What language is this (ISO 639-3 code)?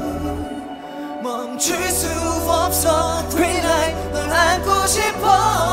kor